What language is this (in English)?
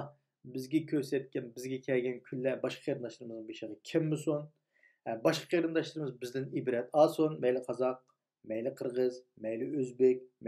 Uyghur